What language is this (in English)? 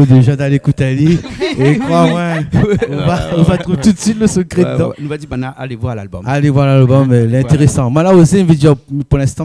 Réunion Creole French